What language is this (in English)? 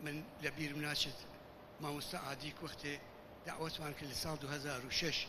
Kurdish